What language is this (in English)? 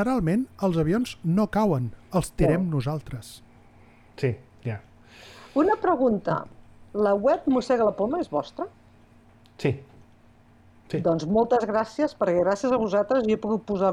Catalan